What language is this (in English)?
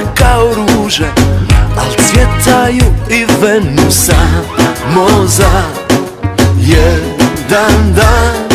Croatian